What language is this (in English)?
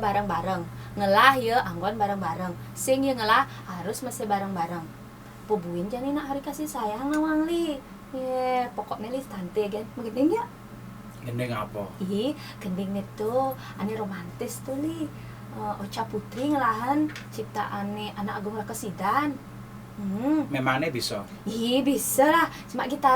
Balinese